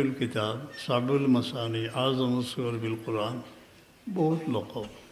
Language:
Sylheti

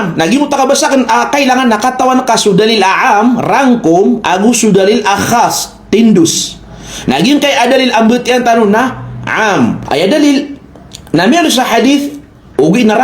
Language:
Maranao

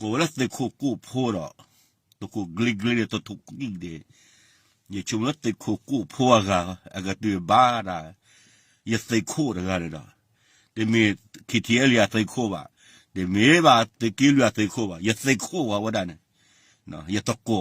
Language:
S'gaw Karen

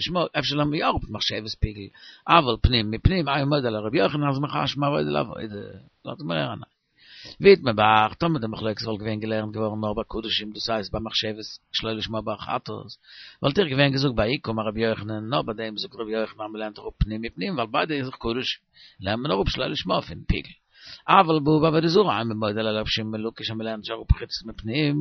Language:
Yiddish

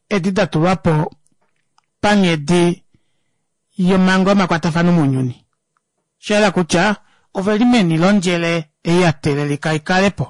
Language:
Kuanyama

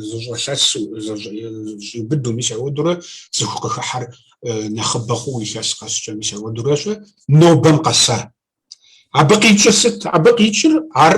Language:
Kabardian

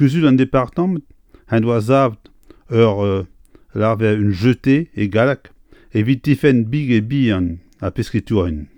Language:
Breton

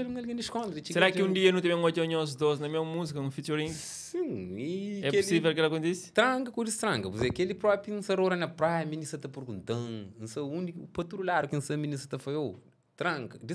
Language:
Kabuverdianu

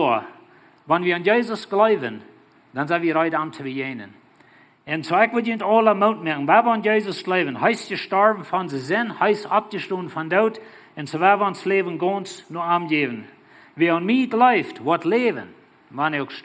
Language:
Plautdietsch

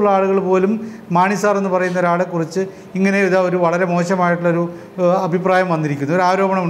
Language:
Malayalam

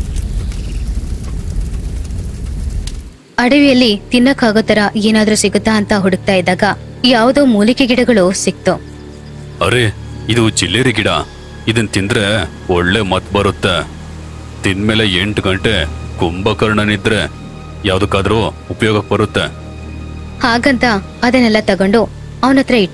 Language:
Kannada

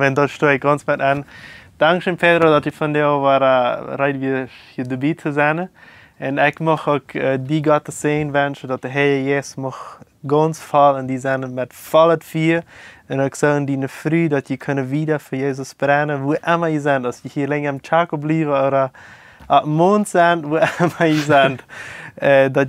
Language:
Plautdietsch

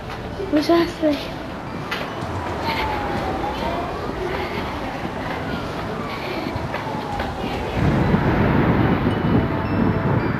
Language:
Ukrainian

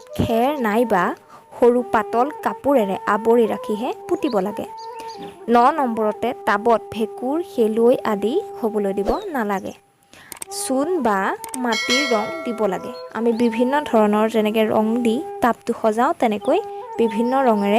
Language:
Assamese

